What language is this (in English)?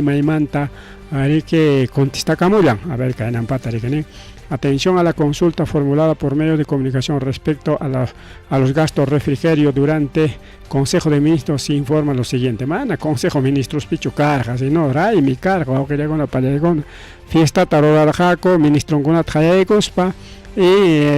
Ayacucho Quechua